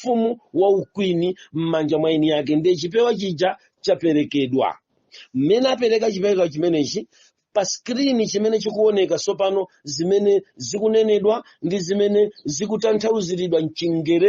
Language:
Nyanja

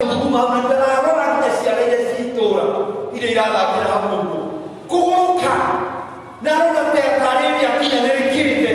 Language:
Kikuyu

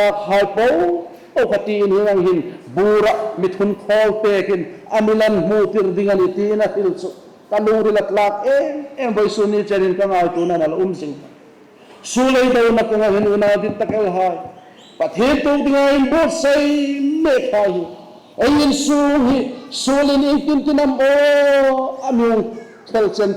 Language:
Hmar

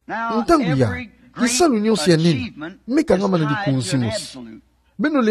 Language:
Kituba (Democratic Republic of Congo)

